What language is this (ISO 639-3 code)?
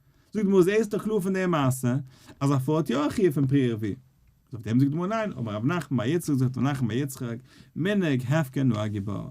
yid